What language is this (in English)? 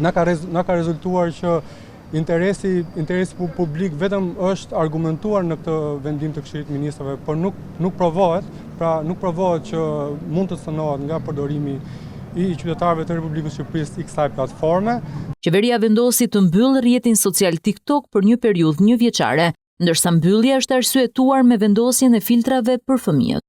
Albanian